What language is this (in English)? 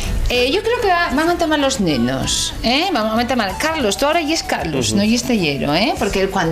Asturian